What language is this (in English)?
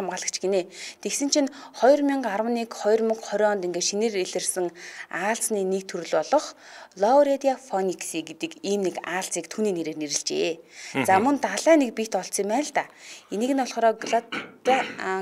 Mongolian